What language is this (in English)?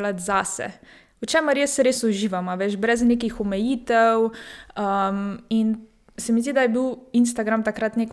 Slovenian